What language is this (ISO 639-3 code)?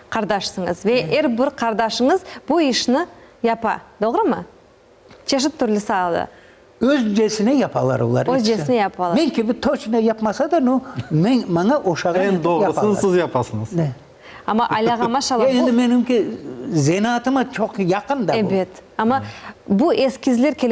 crh